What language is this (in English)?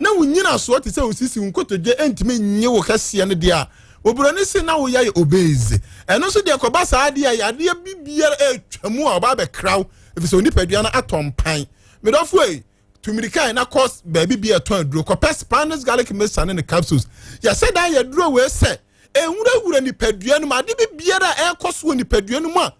Akan